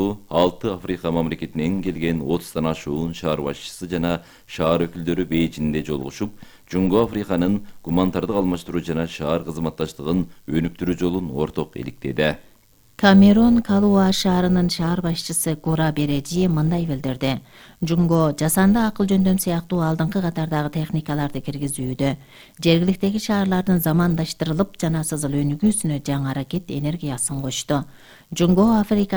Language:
Kyrgyz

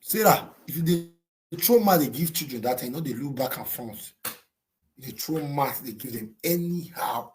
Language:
Nigerian Pidgin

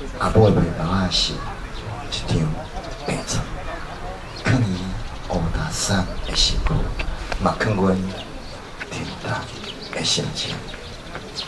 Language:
Min Nan Chinese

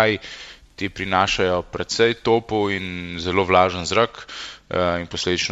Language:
Slovenian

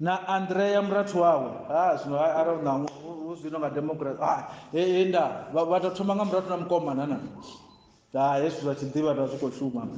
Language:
Venda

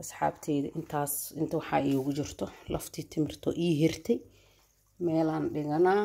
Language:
Somali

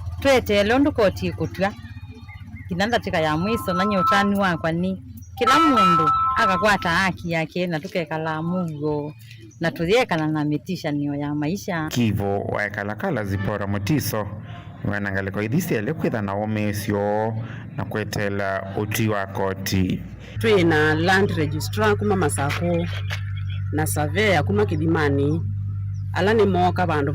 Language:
Kamba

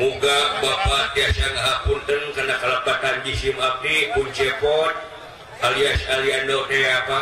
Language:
Sundanese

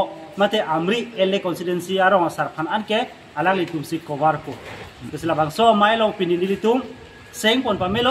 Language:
Karbi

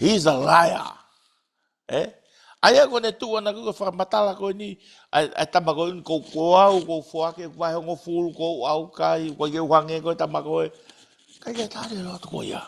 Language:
Tongan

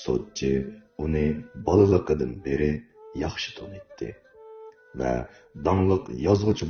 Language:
Uyghur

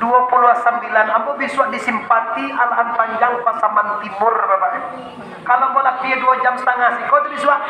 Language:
Minangkabau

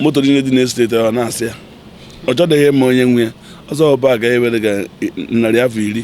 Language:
Igbo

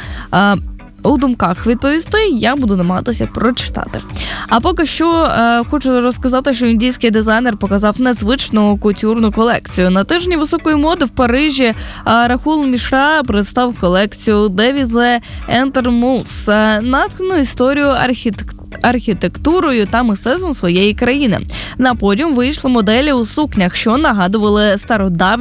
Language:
Ukrainian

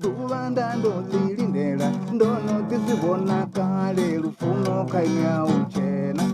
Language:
Venda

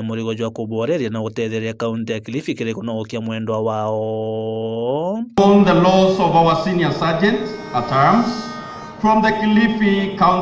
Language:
Meru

